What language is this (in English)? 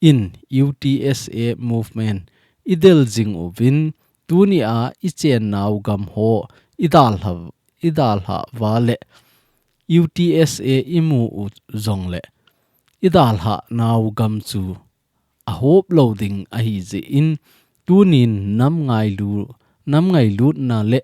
Thado Chin